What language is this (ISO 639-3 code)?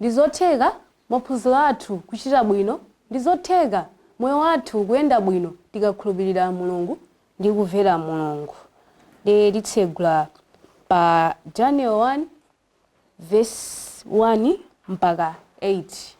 nya